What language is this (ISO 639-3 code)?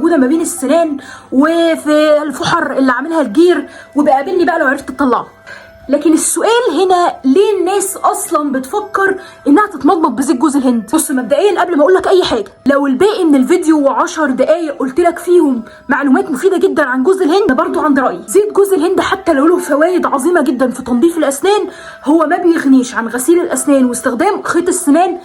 arz